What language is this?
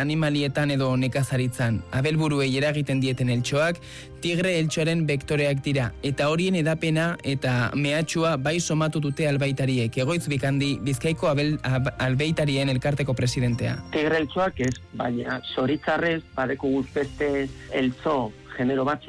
Basque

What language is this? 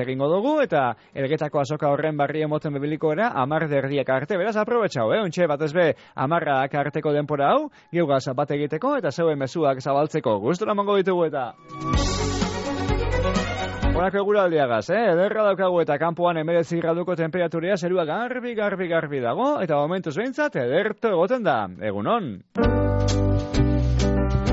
Basque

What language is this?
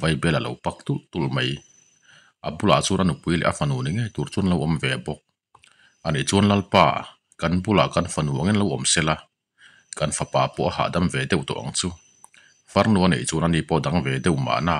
Mizo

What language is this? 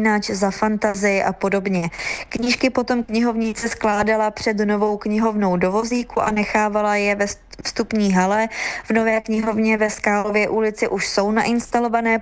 Czech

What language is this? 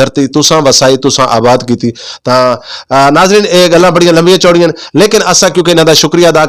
Saraiki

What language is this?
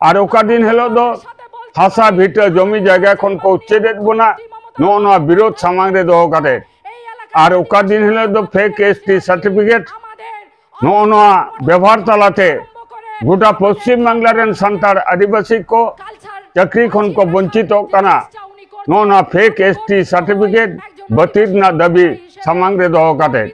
Santali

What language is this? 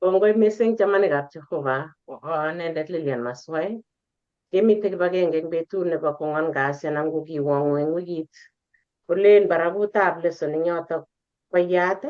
Kalenjin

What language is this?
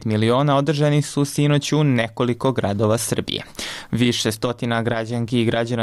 Serbian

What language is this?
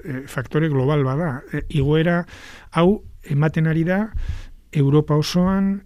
Basque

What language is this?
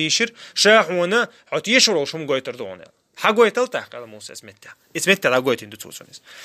Chechen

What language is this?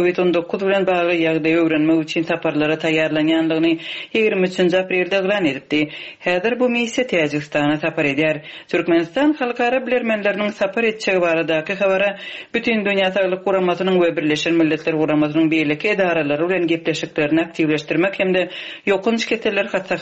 Turkmen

